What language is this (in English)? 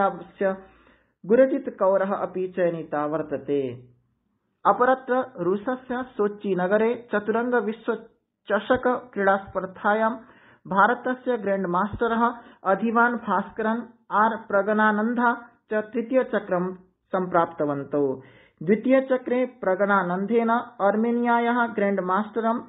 Sanskrit